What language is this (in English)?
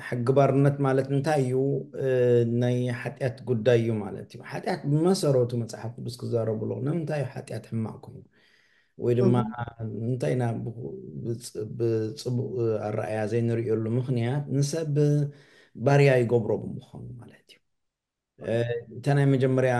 Tigrinya